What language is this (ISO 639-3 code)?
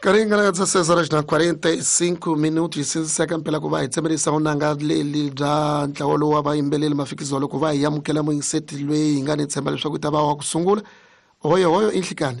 tso